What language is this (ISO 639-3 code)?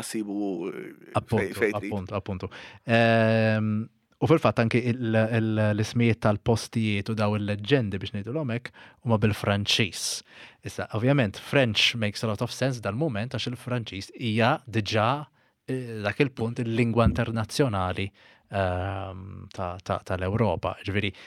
mlt